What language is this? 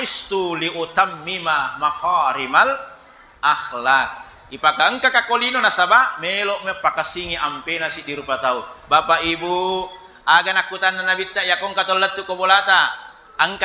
Buginese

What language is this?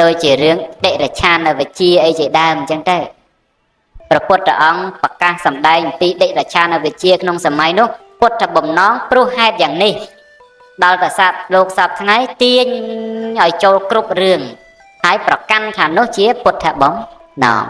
Khmer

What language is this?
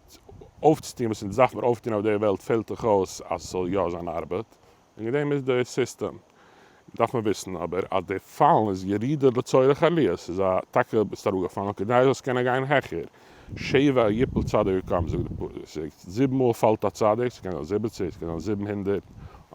Yiddish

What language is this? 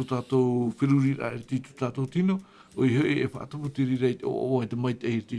Tahitian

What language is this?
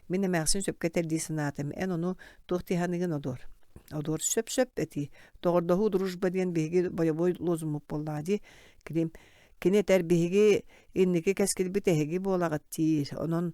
Yakut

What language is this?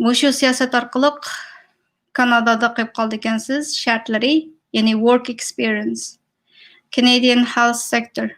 Uyghur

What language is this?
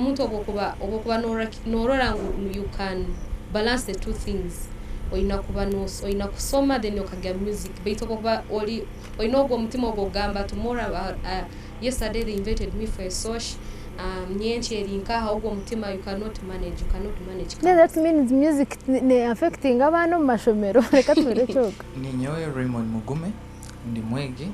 Nyankole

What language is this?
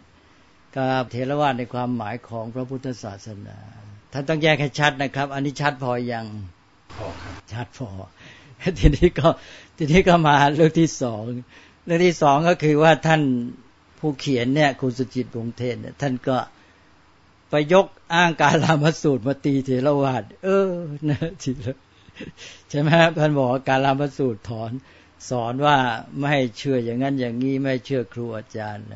Thai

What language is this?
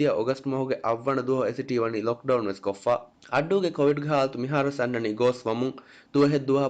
Divehi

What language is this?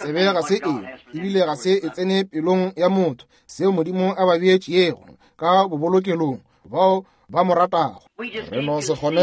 Northern Sotho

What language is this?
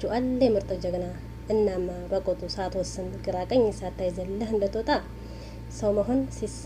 Amharic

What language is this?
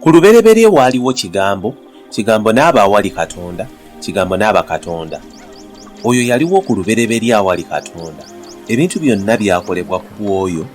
Ganda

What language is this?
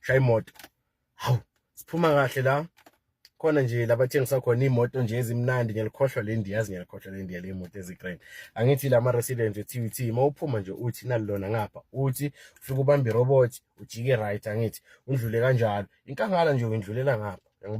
Zulu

